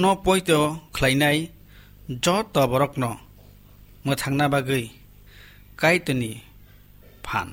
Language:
Kok Borok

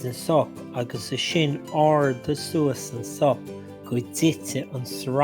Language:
Irish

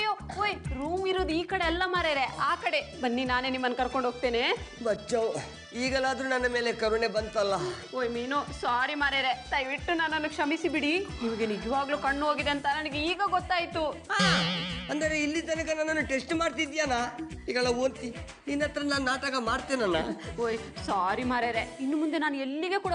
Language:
Kannada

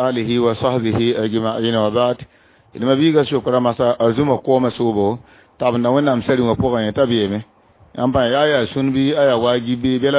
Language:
Mossi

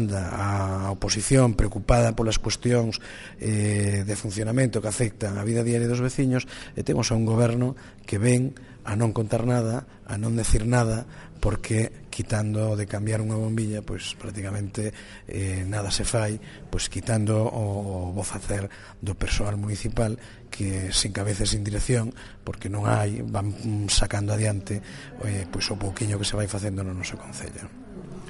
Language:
Galician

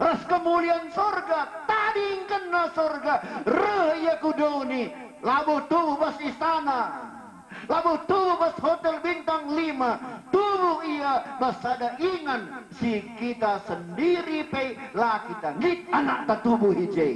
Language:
Batak Karo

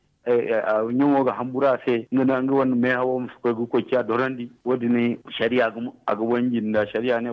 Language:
Zarma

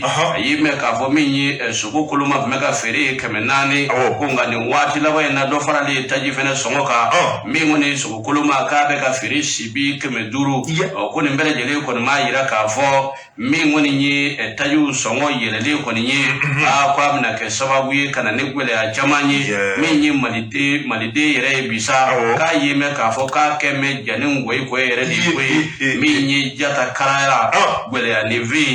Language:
Bambara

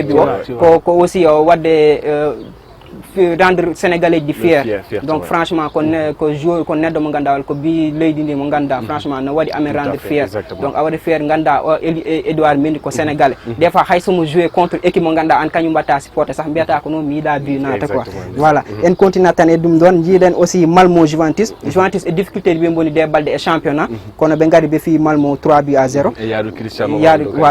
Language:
Fula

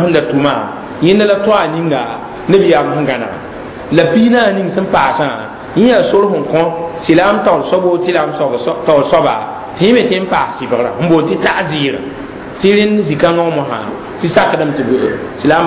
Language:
Mossi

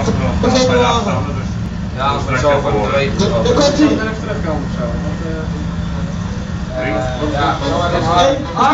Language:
Dutch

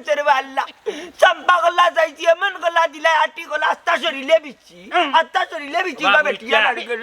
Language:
Sylheti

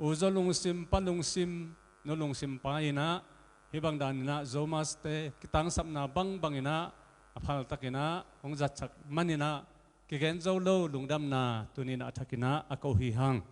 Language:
Tedim Chin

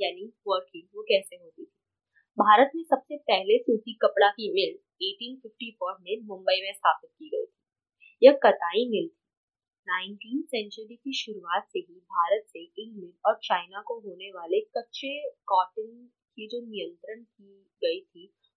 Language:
Hindi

